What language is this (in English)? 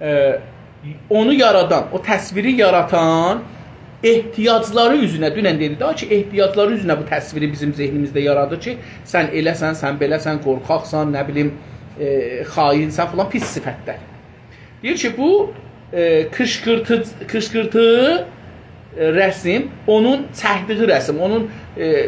South Azerbaijani